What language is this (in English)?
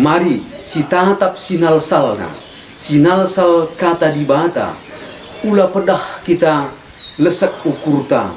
Batak Karo